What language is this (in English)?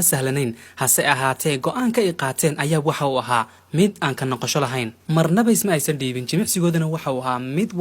Somali